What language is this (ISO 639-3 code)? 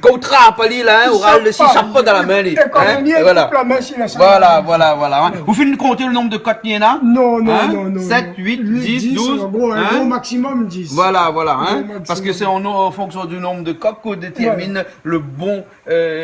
rcf